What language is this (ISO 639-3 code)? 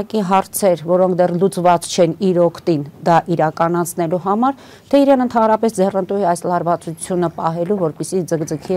hye